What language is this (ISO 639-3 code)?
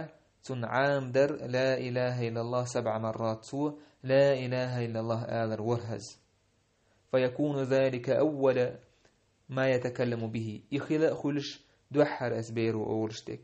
che